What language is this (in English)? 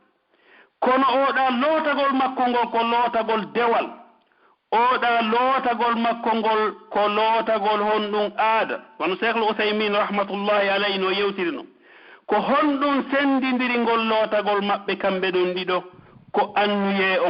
Pular